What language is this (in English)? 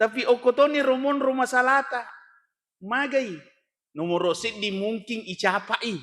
Buginese